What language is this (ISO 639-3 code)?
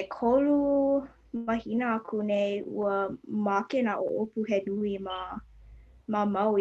haw